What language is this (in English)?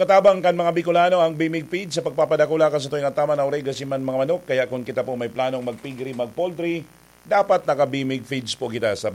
Bikol